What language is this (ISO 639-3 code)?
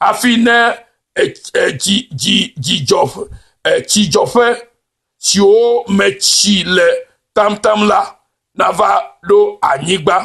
ewe